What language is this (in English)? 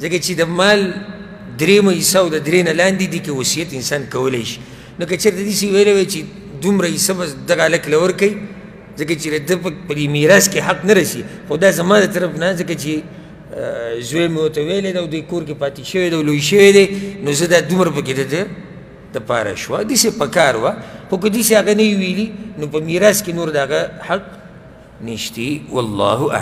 Pashto